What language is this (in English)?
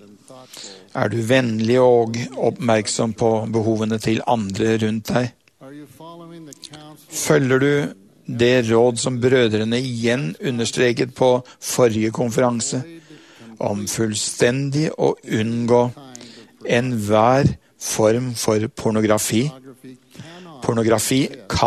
Norwegian